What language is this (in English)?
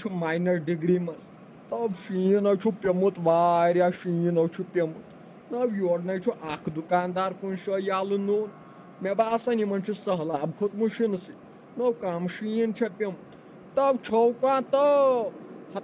Kashmiri